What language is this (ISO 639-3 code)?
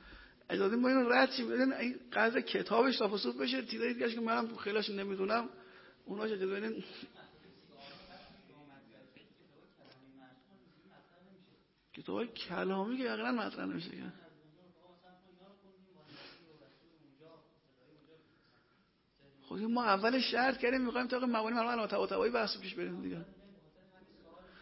fas